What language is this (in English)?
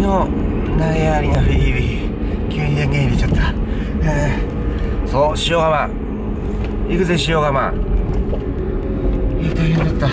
Japanese